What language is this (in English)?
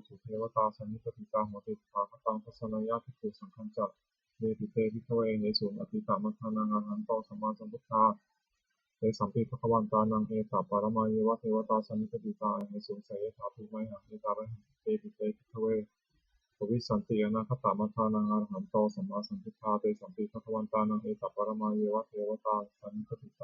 Pali